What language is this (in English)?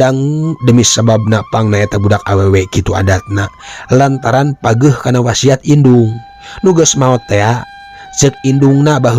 Sundanese